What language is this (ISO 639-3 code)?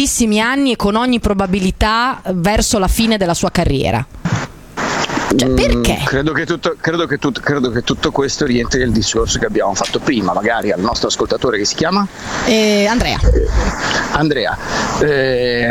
ita